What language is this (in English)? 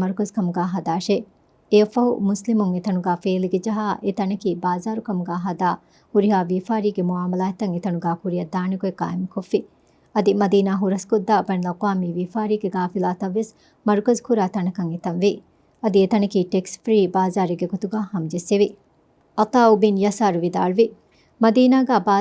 Divehi